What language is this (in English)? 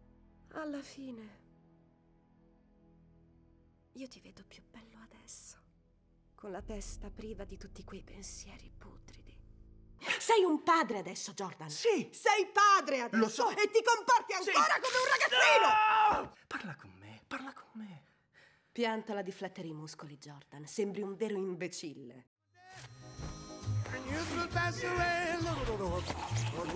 Italian